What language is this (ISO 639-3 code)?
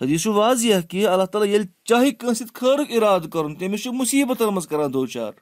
kas